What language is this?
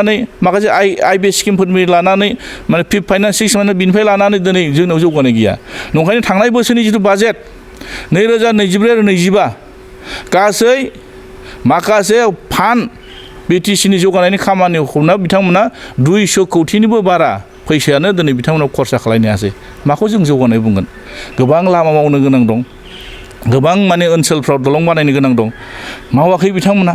Bodo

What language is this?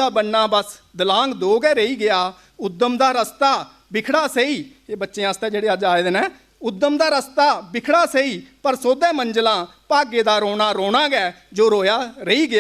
Dogri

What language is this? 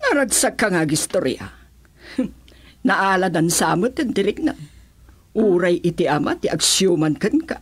Iloko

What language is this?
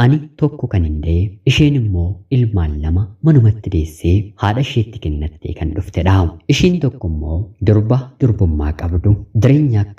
Oromo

